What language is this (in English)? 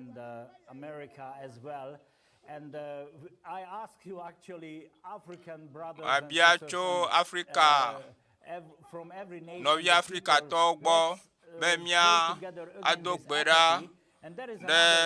Ewe